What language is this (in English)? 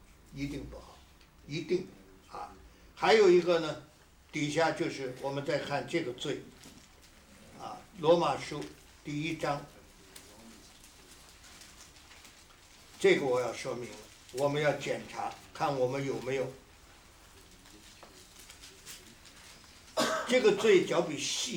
Chinese